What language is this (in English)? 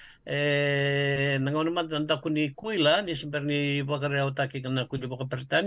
Fijian